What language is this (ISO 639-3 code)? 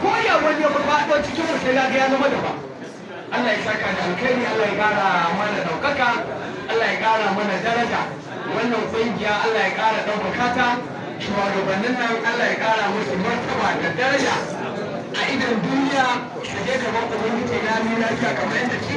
hau